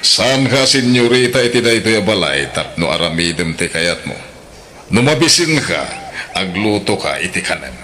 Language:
Iloko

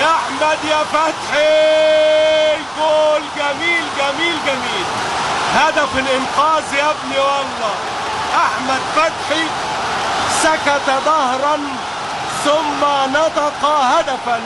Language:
Egyptian Arabic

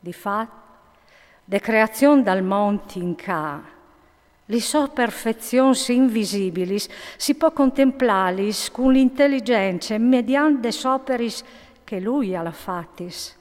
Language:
Friulian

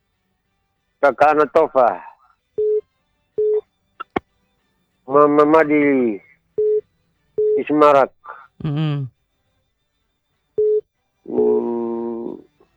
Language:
Indonesian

